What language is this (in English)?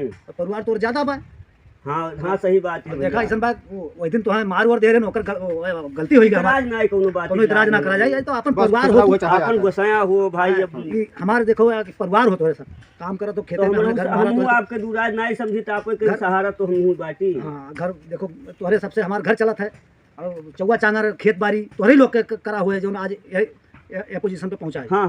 Awadhi